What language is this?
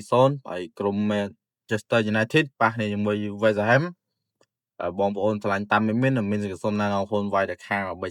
Khmer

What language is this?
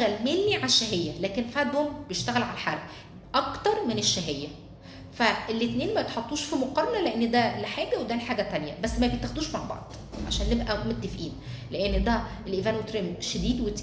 Egyptian Arabic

